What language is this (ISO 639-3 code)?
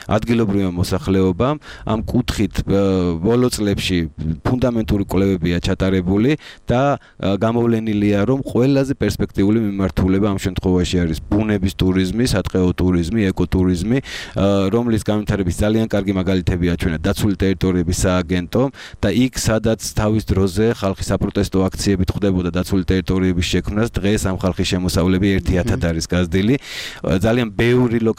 kat